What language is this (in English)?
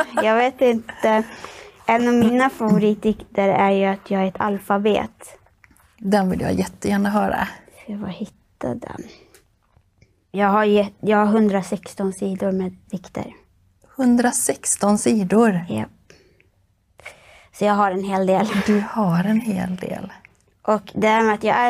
Swedish